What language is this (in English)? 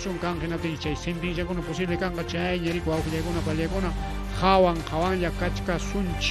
Ayacucho Quechua